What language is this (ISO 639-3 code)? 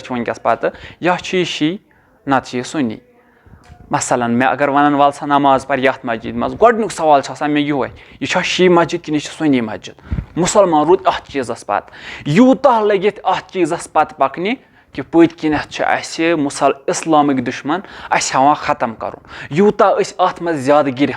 kas